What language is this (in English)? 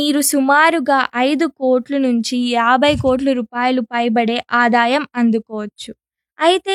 Telugu